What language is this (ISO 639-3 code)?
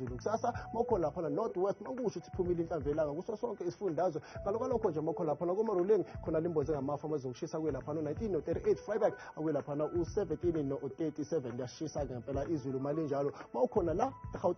zul